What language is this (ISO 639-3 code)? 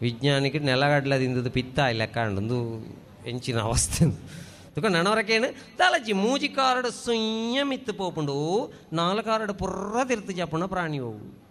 tcy